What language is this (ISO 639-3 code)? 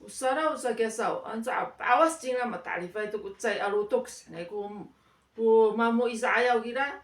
ami